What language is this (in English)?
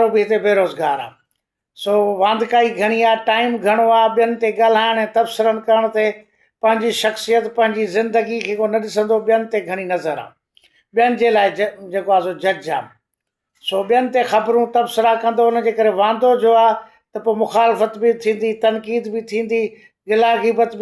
Sindhi